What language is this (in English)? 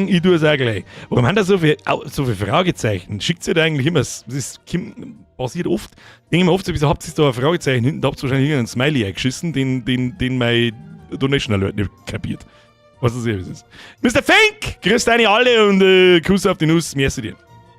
Bavarian